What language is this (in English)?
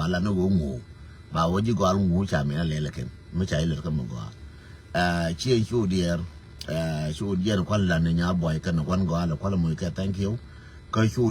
Nuer